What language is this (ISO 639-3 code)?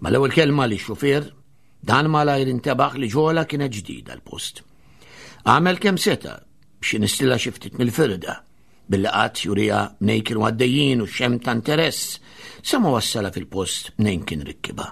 mlt